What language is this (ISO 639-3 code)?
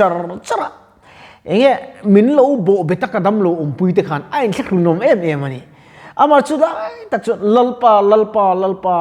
lus